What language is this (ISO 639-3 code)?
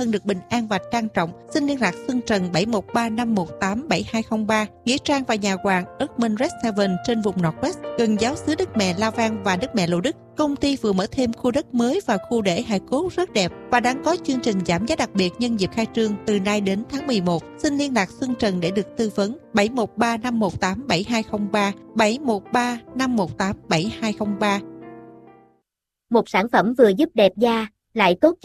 vie